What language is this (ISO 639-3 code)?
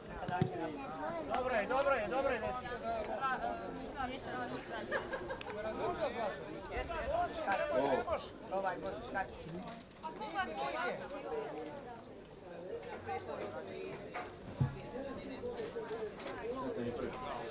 hrv